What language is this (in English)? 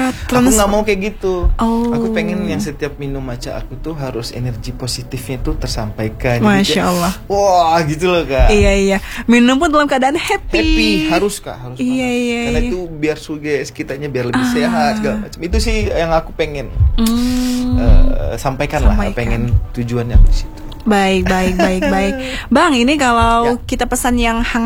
Indonesian